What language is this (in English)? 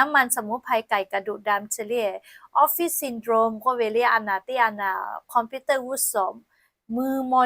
Lahu